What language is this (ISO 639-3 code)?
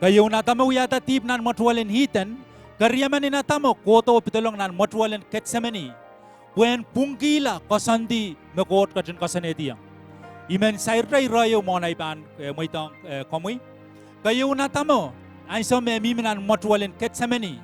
pon